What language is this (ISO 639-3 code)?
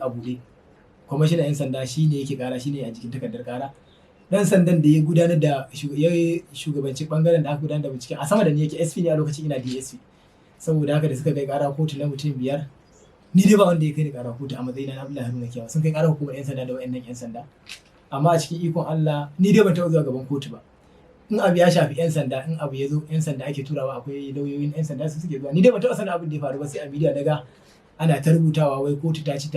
hau